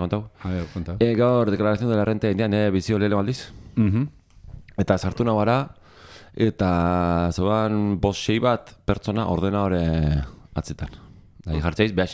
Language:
Basque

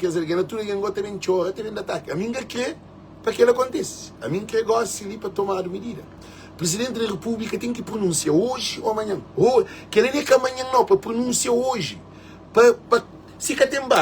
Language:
Kabuverdianu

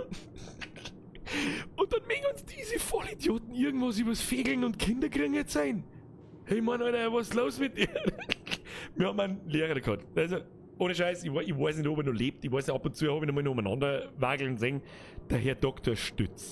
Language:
Bavarian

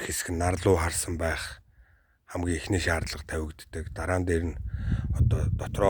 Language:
Mongolian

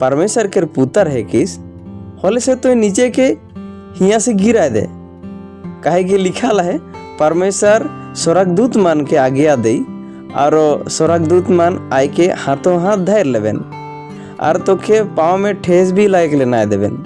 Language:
Sadri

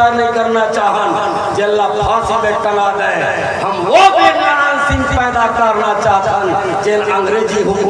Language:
Chhattisgarhi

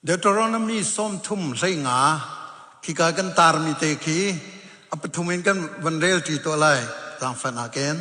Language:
Hakha Chin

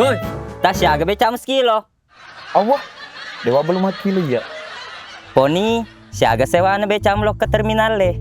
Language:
Buginese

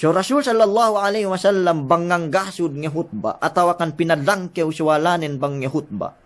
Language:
Yakan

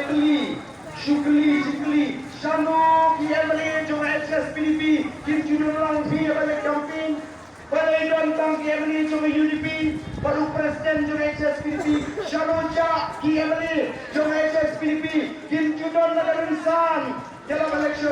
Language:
Khasi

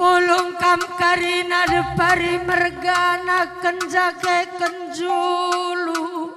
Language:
Batak Karo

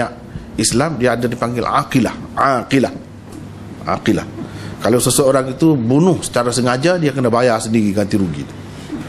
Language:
Malay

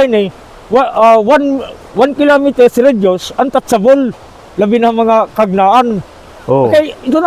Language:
Waray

